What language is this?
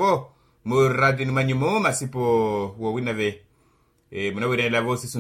Makhuwa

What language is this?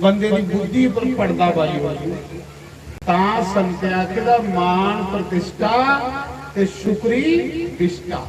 Dogri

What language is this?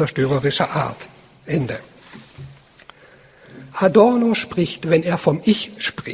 German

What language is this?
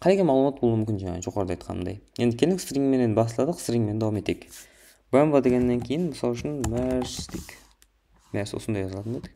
Kara-Kalpak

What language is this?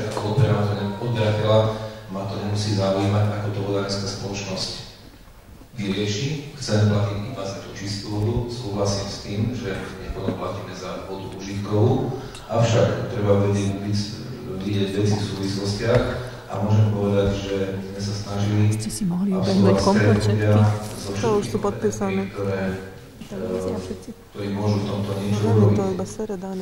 Slovak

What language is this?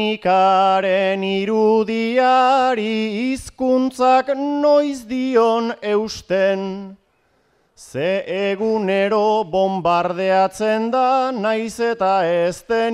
Basque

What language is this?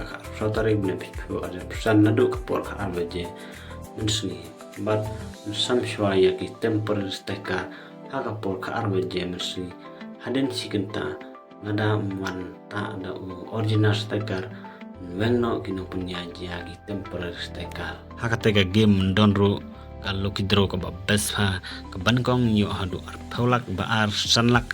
Khasi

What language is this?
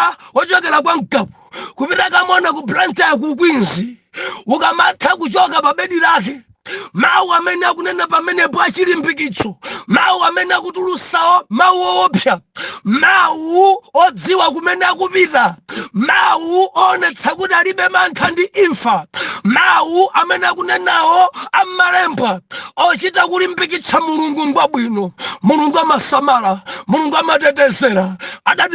Nyanja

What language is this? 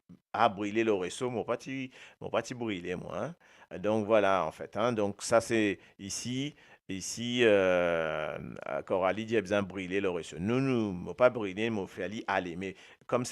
Morisyen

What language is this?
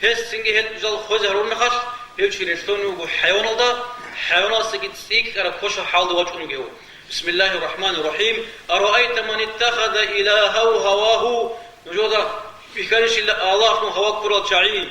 Avaric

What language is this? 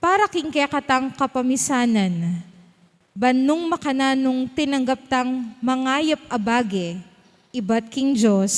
Pampanga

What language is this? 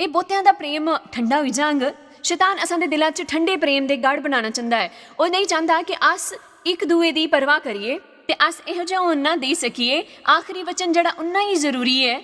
Dogri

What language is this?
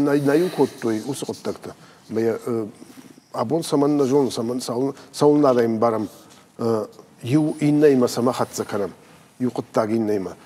Ossetic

